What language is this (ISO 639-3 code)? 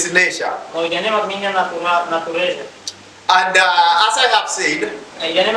tet